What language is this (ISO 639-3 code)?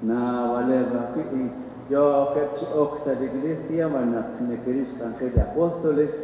kek